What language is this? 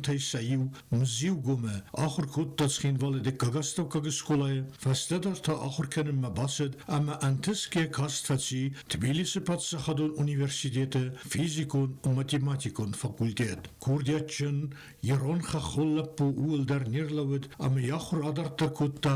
Ossetic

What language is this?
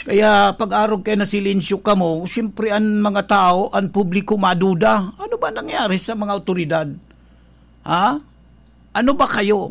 Bikol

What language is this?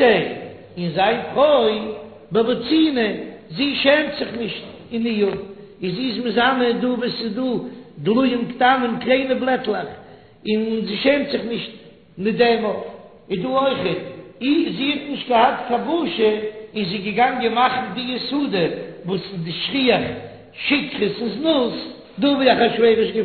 Yiddish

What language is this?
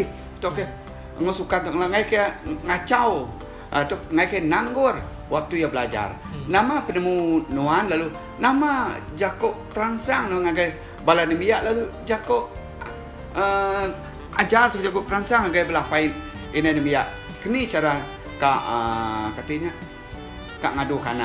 Iban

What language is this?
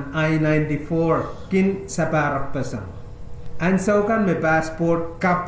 Pohnpeian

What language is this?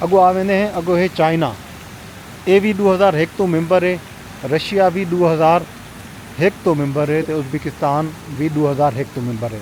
Saraiki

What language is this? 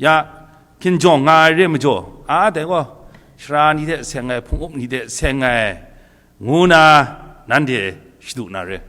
Kachin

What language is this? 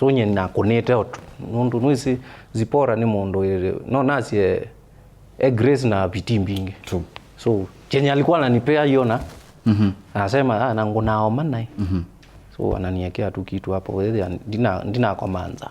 Kamba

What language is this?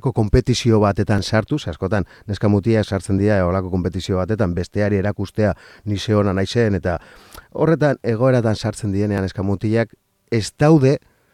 Basque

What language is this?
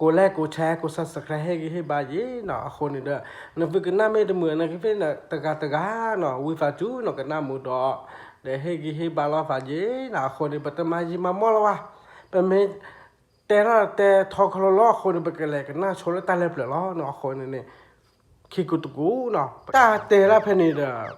S'gaw Karen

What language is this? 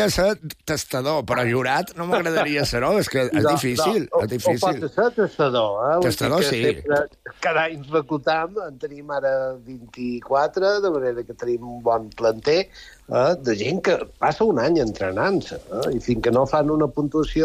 Catalan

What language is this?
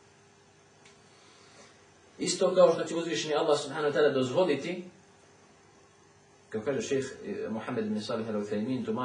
Bosnian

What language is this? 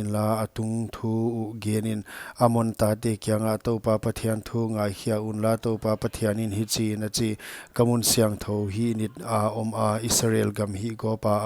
Paite Chin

